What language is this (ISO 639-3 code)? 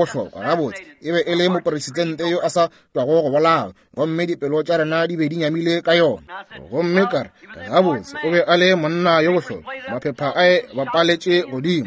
nso